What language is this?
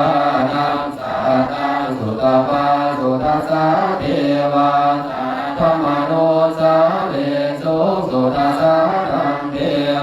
Pali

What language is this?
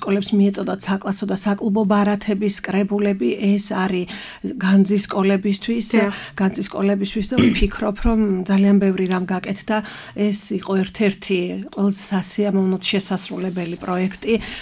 Georgian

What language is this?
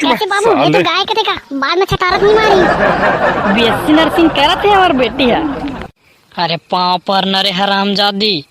Chhattisgarhi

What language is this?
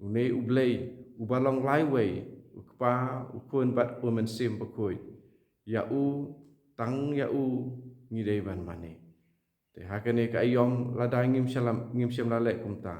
Khasi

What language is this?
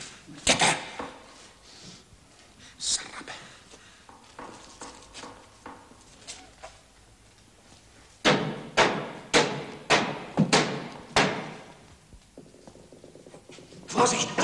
Czech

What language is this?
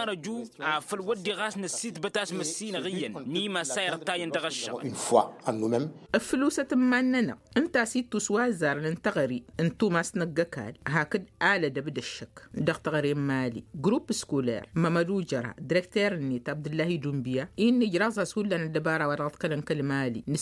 Tamasheq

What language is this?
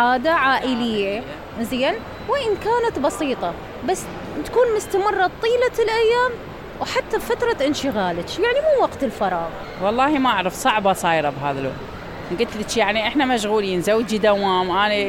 Mesopotamian Arabic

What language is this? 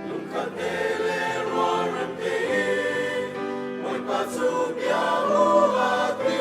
Hakha Chin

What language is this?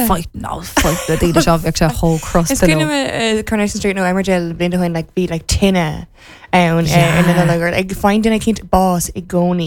Irish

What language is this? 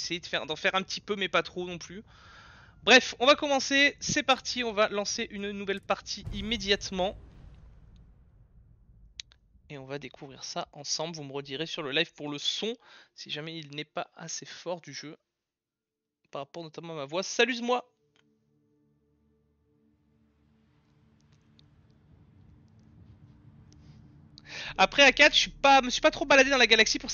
French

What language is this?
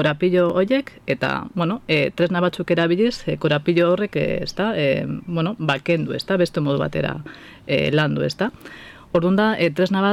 Basque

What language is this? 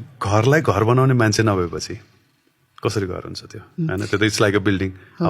Nepali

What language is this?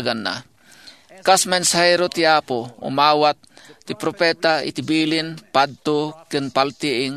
Iloko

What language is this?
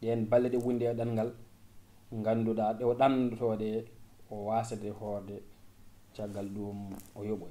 Fula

